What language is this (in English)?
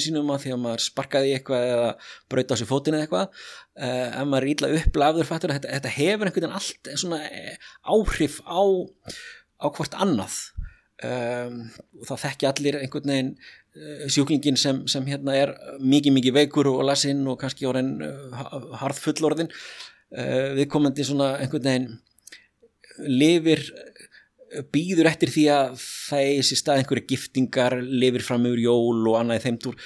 Icelandic